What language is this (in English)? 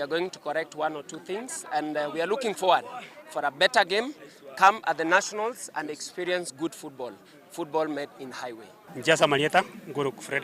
Gusii